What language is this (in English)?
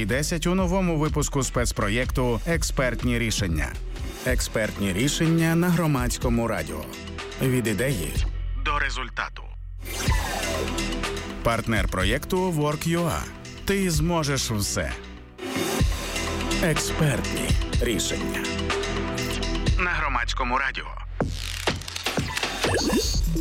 Ukrainian